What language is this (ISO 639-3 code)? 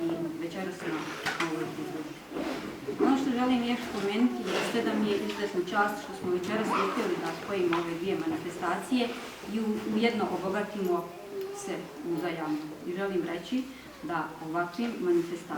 bos